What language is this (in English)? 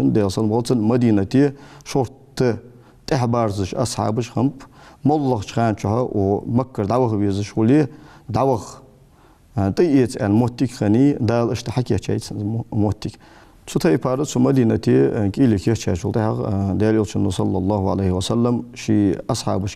Ingush